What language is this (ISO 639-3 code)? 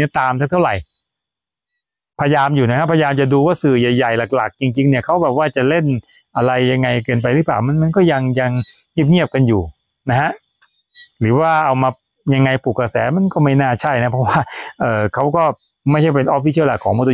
tha